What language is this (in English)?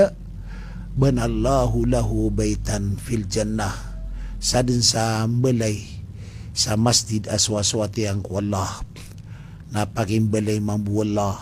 Maranao